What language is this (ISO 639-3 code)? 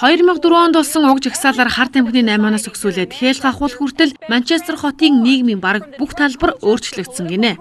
mon